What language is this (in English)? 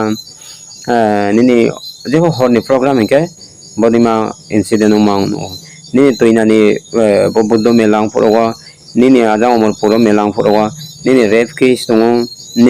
Riang (India)